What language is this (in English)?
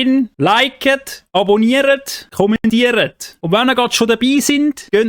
Swiss German